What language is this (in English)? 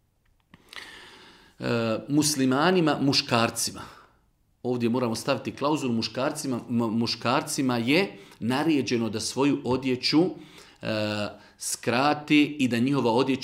Bosnian